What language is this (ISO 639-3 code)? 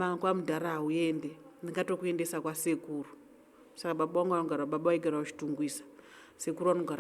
sna